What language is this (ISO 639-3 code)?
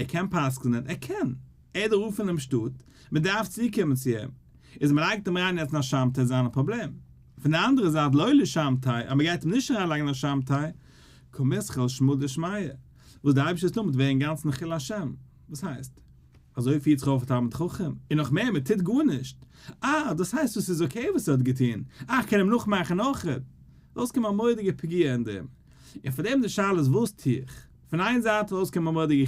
yid